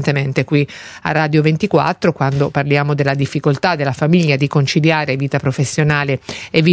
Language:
Italian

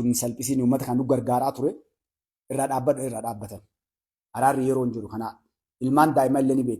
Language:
Oromo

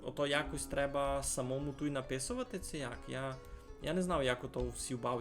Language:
Rusyn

